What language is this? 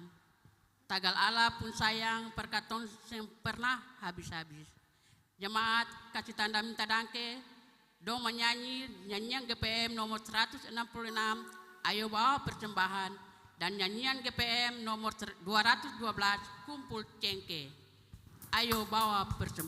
Ambonese Malay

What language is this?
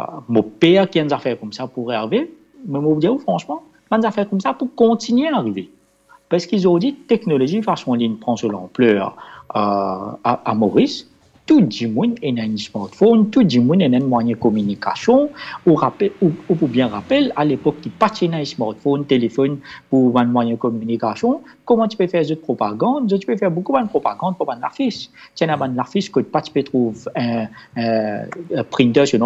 Morisyen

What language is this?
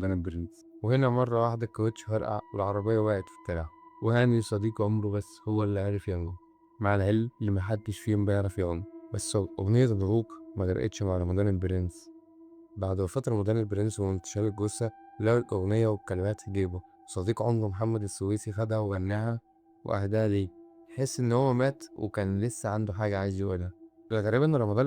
Egyptian Arabic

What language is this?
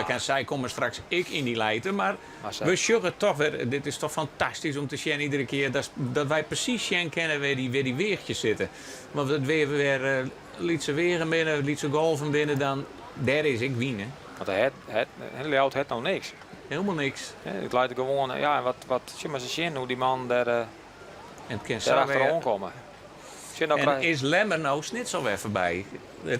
Western Frisian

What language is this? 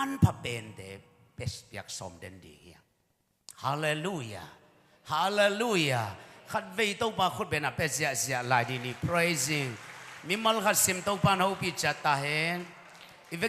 Tedim Chin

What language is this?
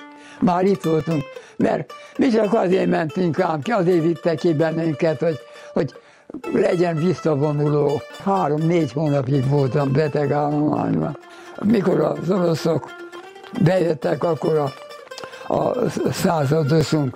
Hungarian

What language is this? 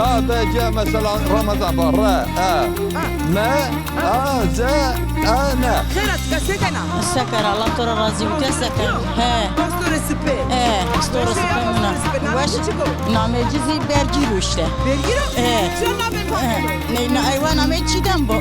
Zaza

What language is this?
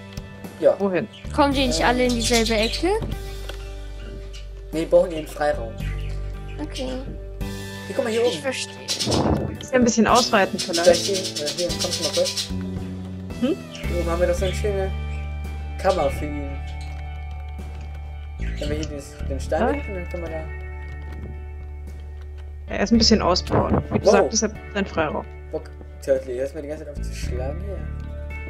German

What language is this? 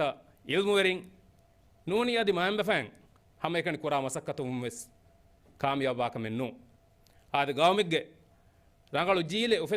Divehi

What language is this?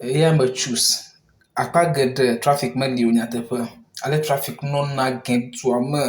Ewe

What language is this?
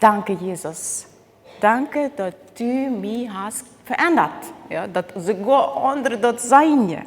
Plautdietsch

